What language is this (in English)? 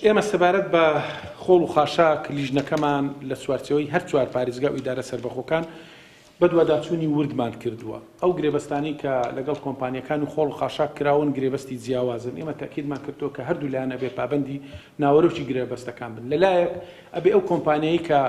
Central Kurdish